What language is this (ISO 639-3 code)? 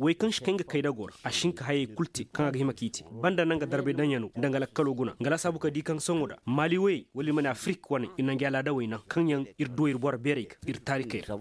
ses